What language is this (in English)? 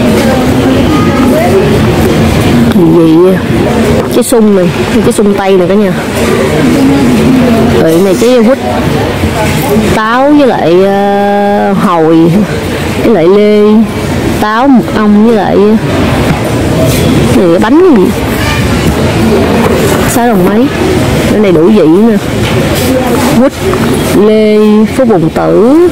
Vietnamese